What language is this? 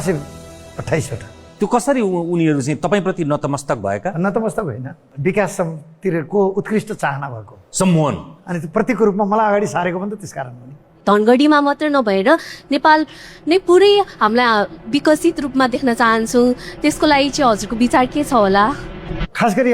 Nepali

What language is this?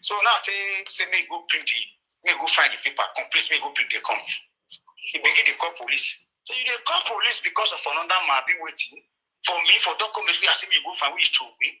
Nigerian Pidgin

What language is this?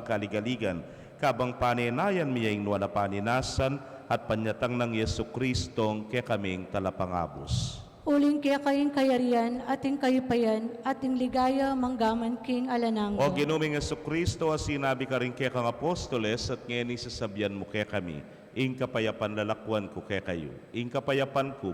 Pampanga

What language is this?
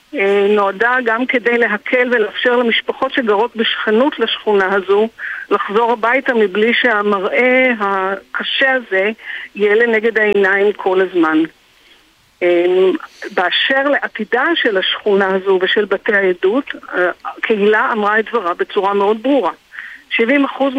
Hebrew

